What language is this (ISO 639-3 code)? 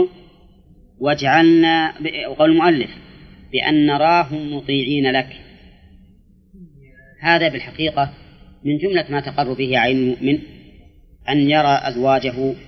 ara